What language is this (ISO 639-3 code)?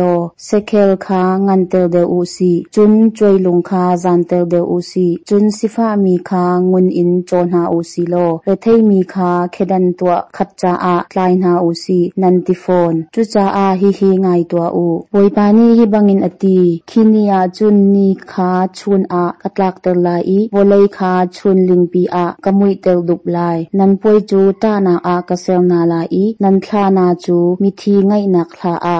cnh